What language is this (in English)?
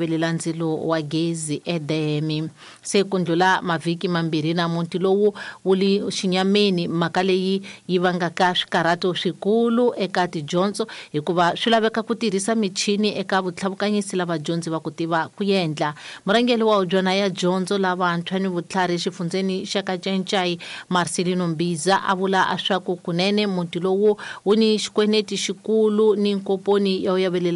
Tsonga